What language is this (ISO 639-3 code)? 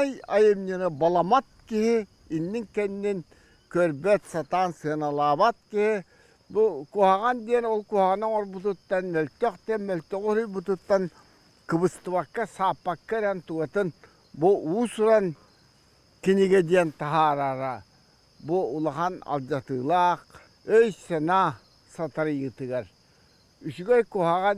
sah